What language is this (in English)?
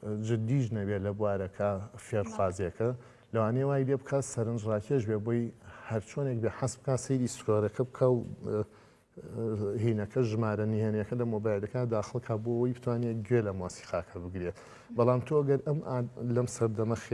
Central Kurdish